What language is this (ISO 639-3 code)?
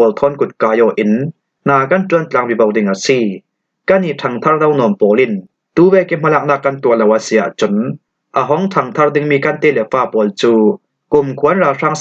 cfm